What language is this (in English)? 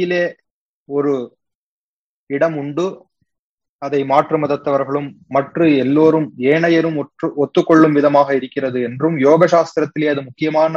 Tamil